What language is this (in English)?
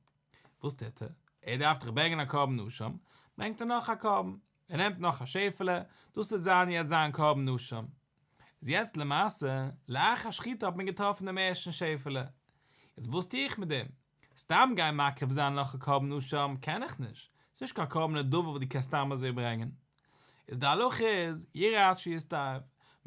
Yiddish